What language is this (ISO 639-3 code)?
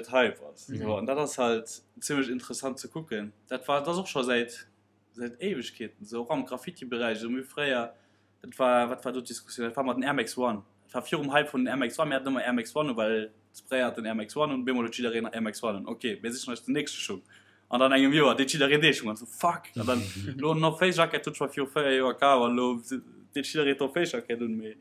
ltz